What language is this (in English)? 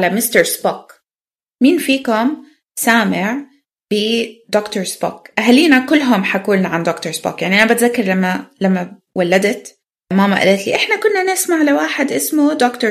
North Levantine Arabic